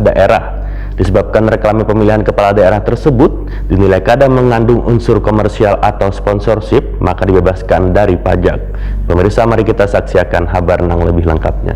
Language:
Banjar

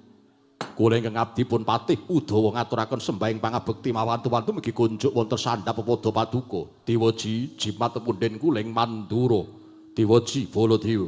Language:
Javanese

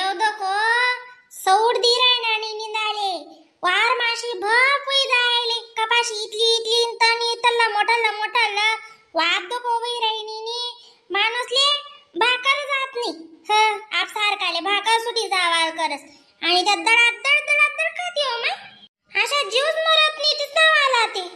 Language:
Khandesi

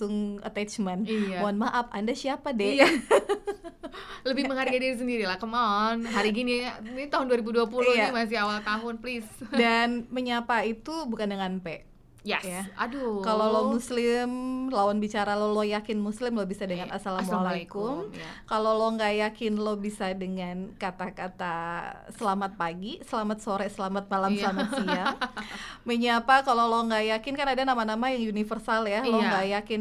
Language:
Indonesian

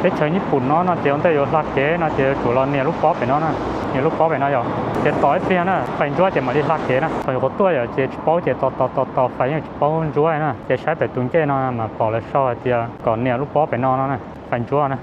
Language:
Hmong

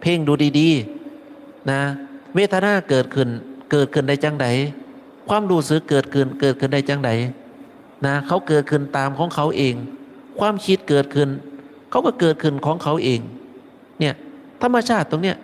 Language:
Northeastern Thai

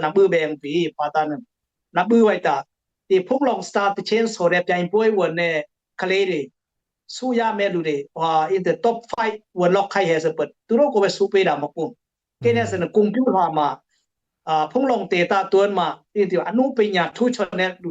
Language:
Dimasa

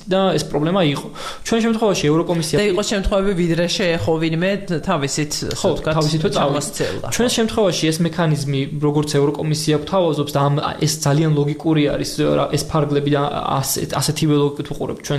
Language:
Georgian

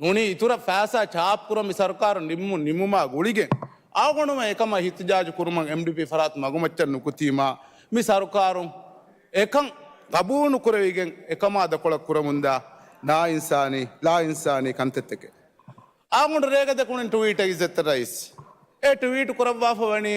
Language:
Divehi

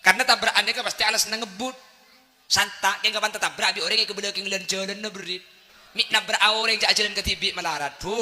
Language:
Madurese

